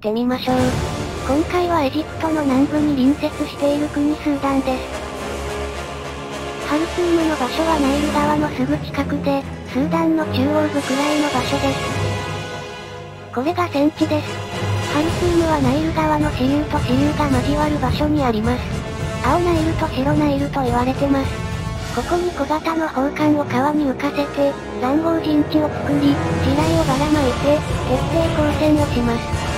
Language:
Japanese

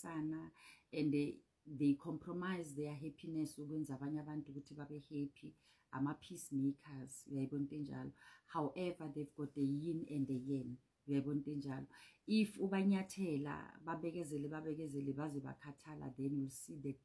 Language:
Zulu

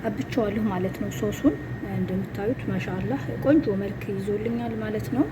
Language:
Amharic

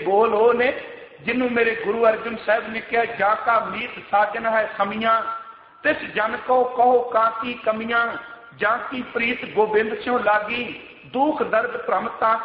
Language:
Punjabi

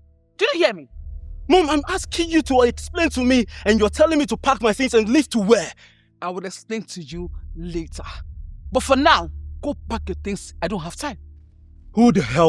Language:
Nigerian Pidgin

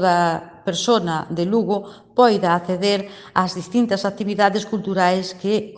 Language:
Galician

